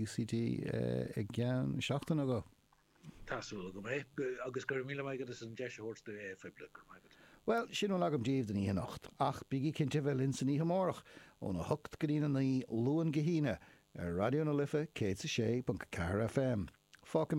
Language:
Irish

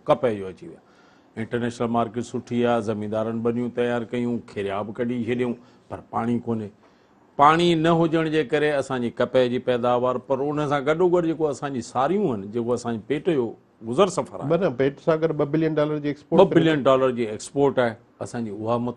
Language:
Sindhi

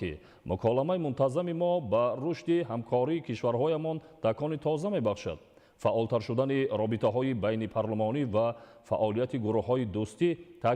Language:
Tajik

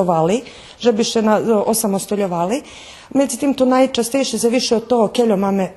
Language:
Rusyn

